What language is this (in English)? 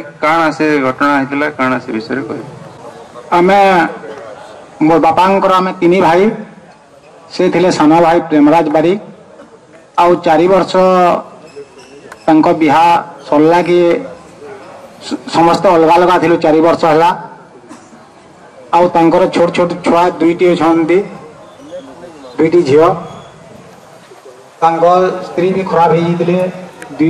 Odia